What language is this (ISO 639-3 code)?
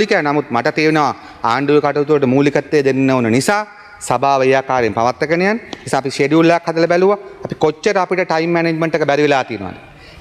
sin